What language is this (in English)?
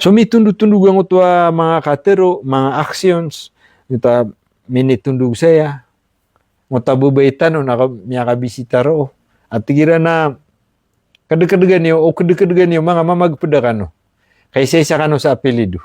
Maranao